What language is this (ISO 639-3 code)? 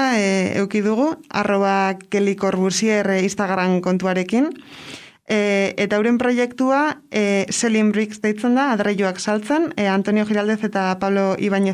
eus